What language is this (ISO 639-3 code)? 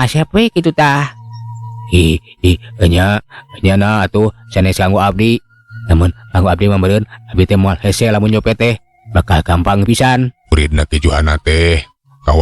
sun